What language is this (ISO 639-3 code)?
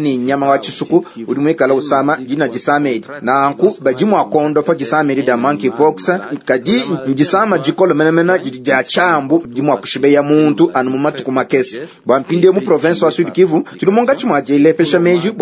lua